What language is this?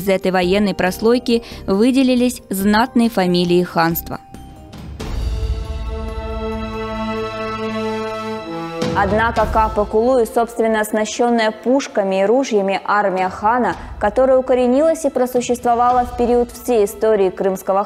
Russian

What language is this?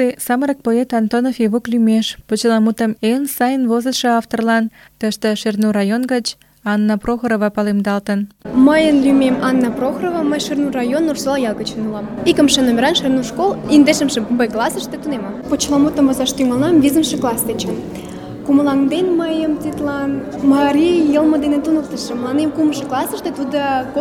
Mari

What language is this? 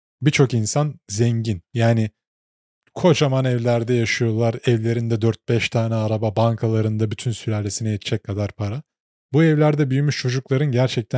Turkish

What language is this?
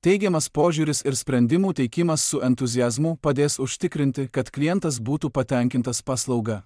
Lithuanian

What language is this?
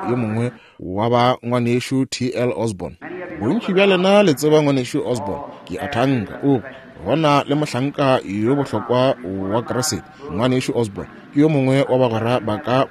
Northern Sotho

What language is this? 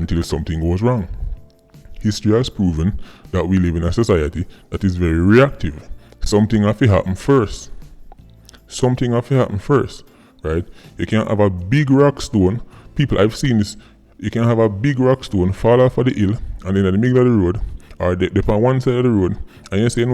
Jamaican Creole English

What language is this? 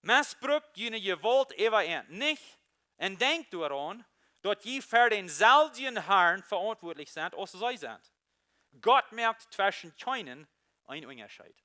Plautdietsch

